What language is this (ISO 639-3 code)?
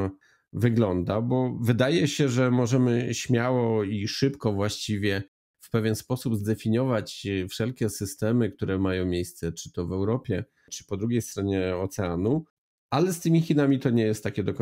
pol